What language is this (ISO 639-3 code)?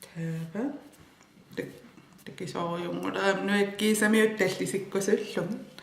kal